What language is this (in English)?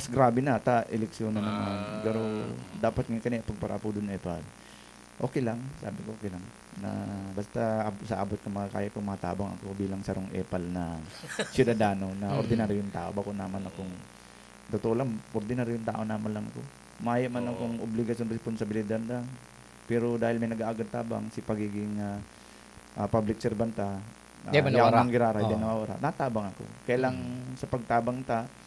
Bikol